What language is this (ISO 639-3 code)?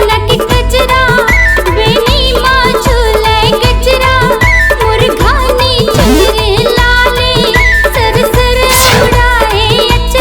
hne